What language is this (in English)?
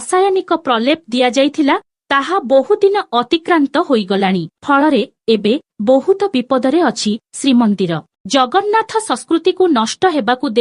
Odia